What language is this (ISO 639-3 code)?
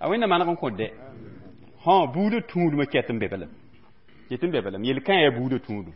mos